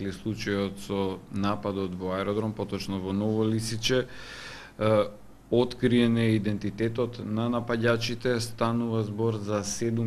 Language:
Macedonian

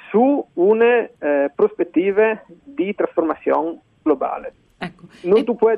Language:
Friulian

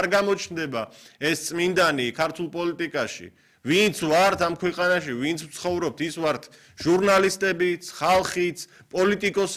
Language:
Georgian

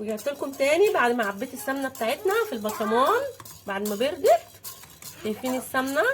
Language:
Egyptian Arabic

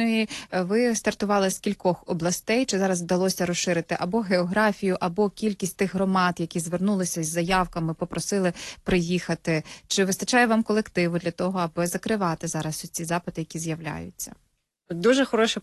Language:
Ukrainian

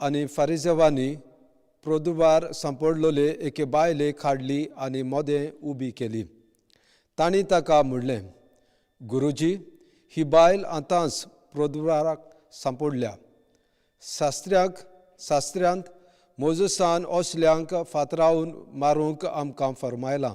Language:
Konkani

